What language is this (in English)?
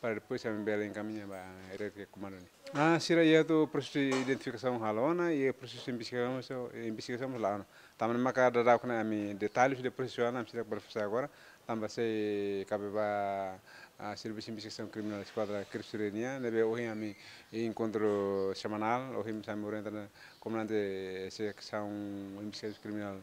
Tetum